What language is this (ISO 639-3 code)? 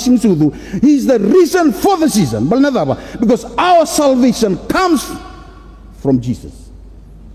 fij